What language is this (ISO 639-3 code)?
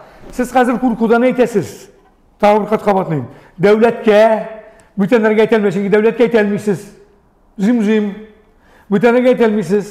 tat